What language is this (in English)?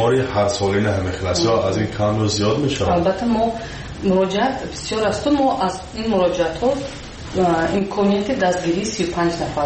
Persian